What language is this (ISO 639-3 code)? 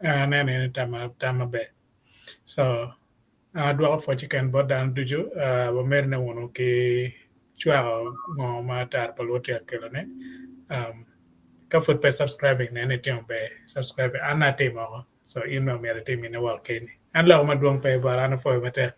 ach